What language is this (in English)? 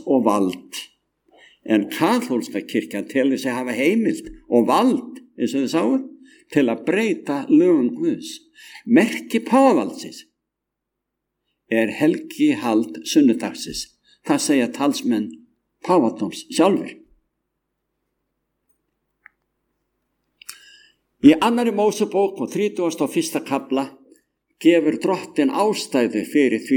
Icelandic